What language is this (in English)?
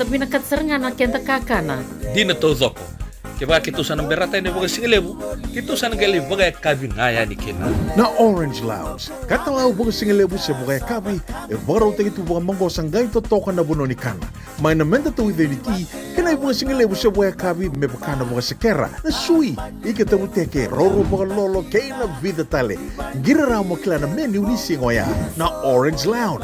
Fijian